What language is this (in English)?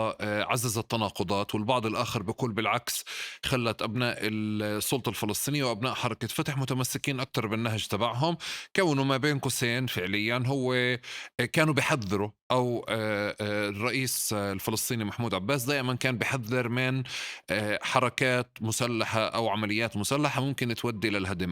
North Levantine Arabic